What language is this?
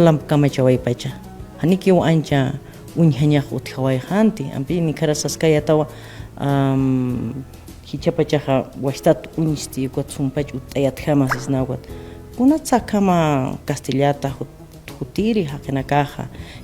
Aymara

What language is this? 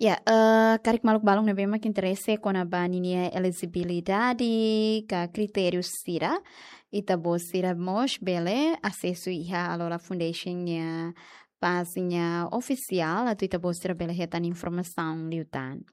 Tetum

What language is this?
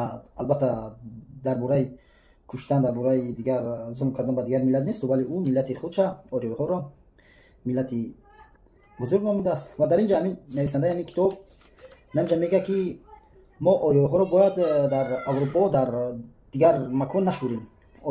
Tajik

